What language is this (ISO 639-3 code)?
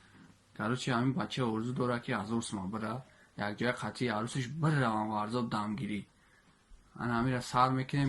tgk